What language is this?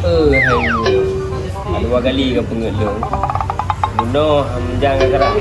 Achinese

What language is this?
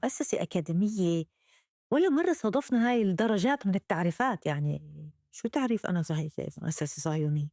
North Levantine Arabic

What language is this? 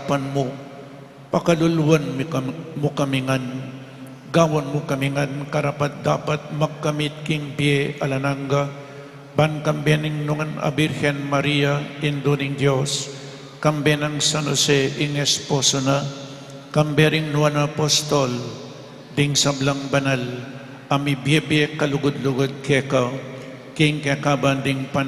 Pampanga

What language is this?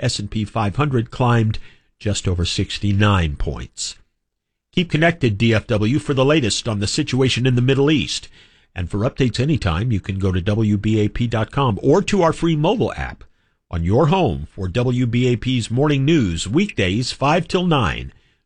English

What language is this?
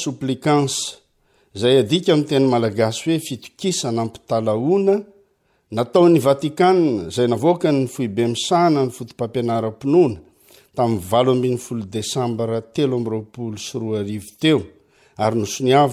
Malagasy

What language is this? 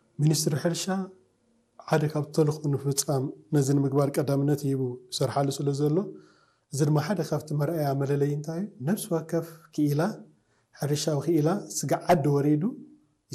Tigrinya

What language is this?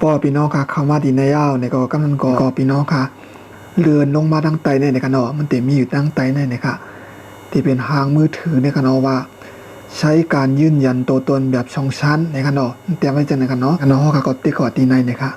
Shan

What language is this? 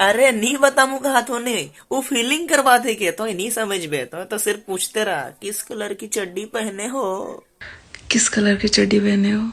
Sadri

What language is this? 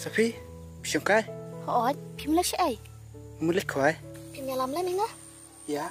Khasi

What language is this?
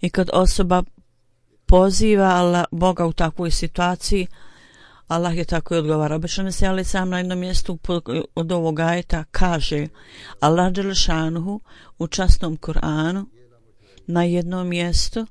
Bosnian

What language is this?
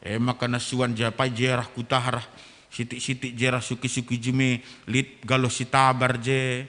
Batak Karo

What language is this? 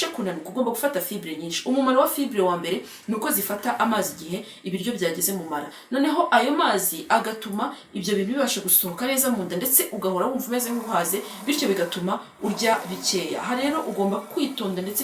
Kinyarwanda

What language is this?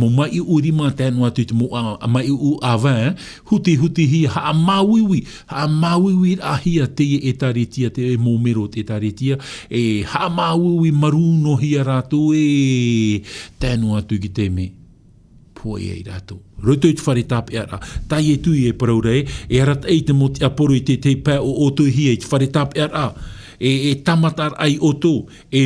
Tahitian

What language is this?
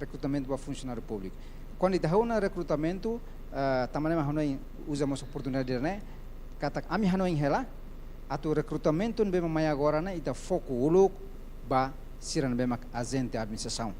Tetum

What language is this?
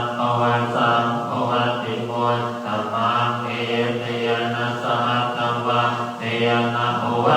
Pali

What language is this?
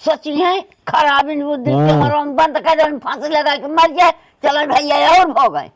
Awadhi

